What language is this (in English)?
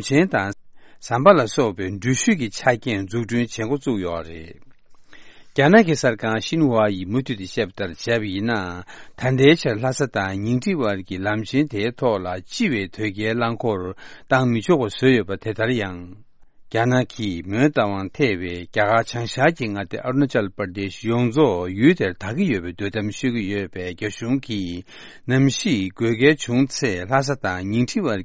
Tibetan